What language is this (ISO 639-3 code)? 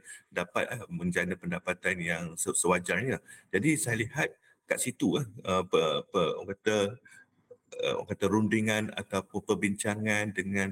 msa